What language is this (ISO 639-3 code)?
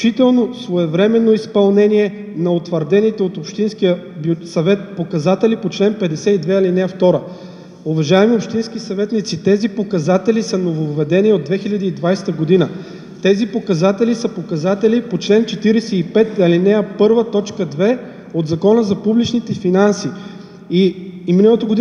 bul